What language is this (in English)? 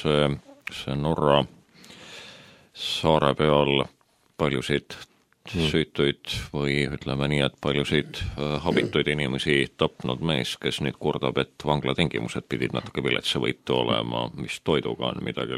Estonian